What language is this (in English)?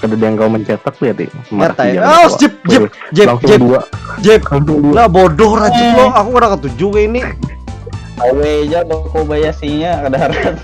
Banjar